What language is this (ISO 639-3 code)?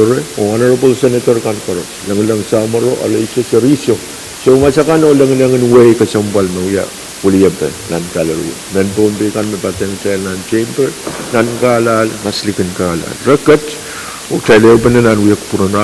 pon